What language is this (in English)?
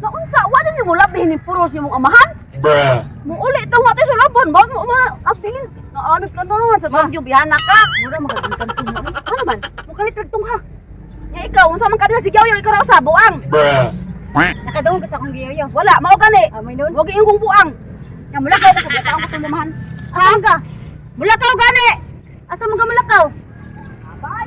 Cebuano